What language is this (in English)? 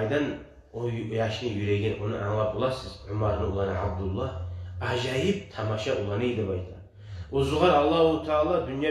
Kumyk